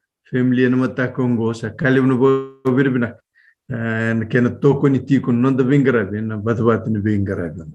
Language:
Fijian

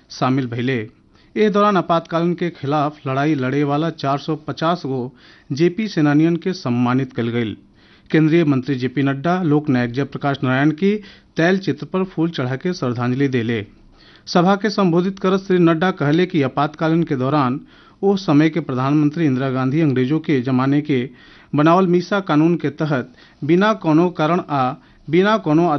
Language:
Bhojpuri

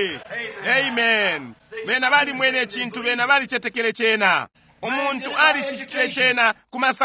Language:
Bemba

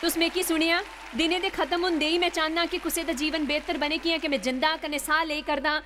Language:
Dogri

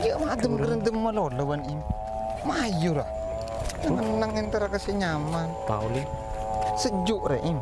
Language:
Madurese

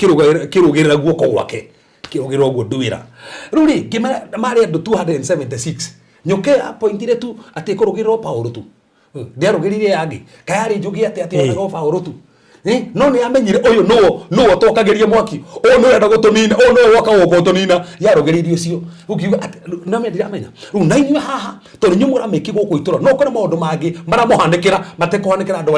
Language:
Kikuyu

